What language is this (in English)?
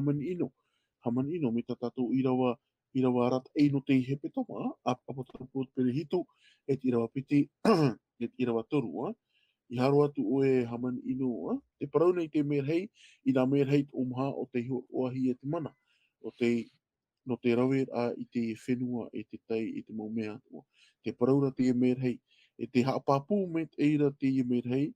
Tahitian